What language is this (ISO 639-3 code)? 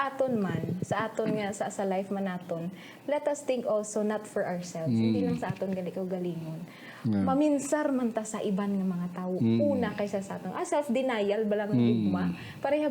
hil